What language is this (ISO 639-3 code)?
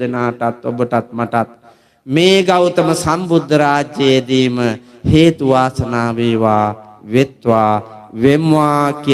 sin